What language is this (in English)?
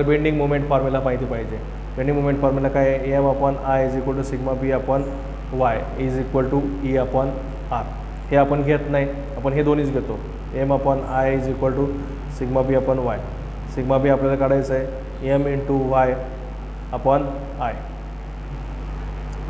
Marathi